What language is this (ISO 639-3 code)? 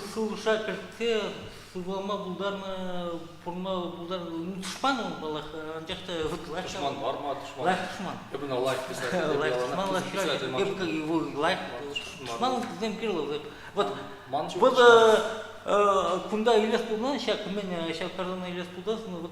chv